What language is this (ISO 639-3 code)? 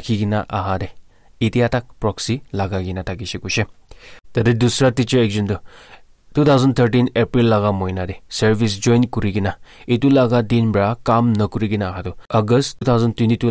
nag